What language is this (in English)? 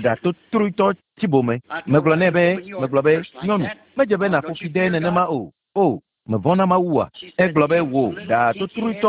Ewe